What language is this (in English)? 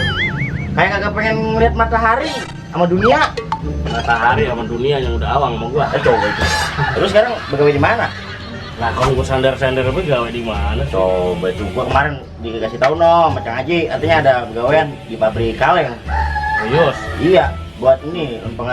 Betawi